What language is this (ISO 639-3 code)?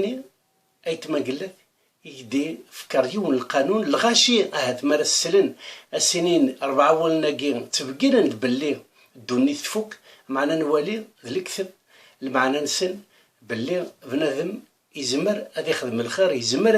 kab